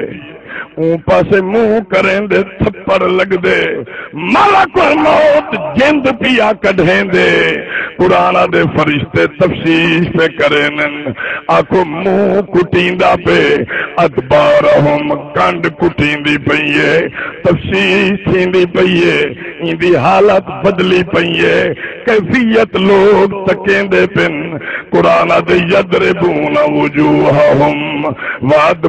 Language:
Saraiki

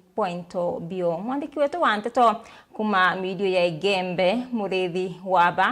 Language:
Meru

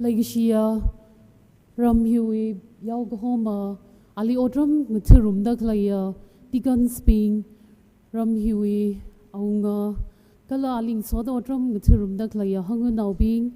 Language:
Tangkhul Naga (India)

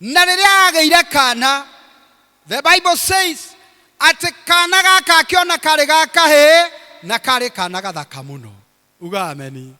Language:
Kikuyu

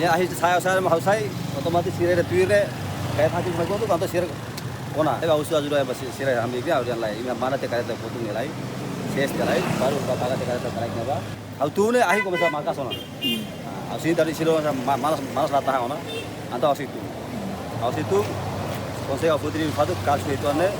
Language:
Tetum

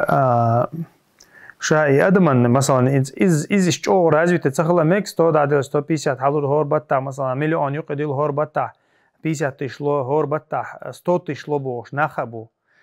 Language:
Chechen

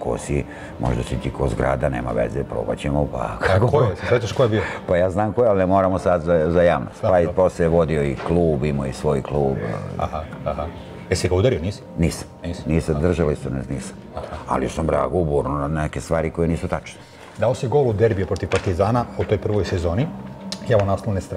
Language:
Serbian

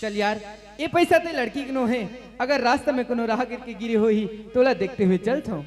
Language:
Chhattisgarhi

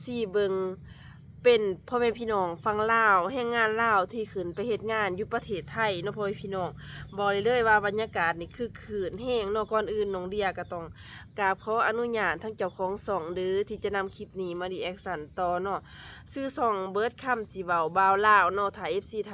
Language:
Lao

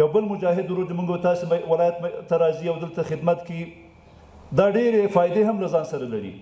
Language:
Pashto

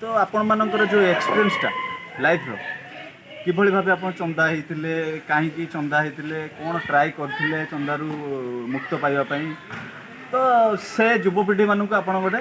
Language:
Odia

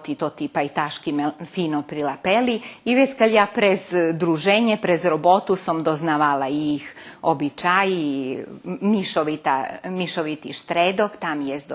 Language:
Rusyn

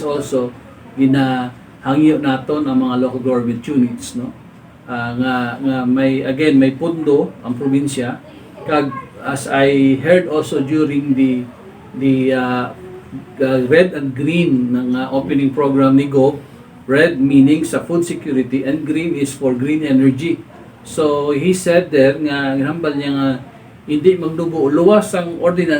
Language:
Hiligaynon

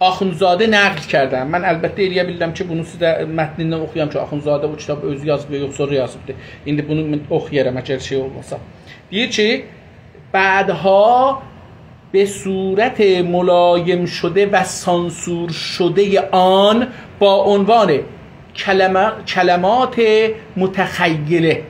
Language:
South Azerbaijani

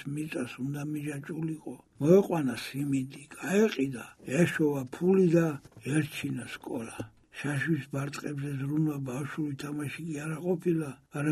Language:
Georgian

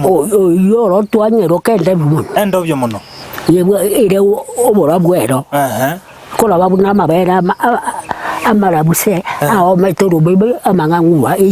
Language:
Gusii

